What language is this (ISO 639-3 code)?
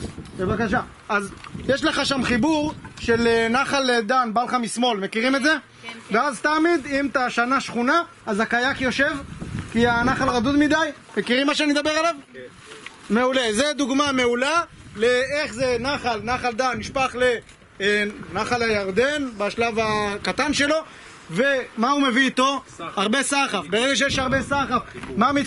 heb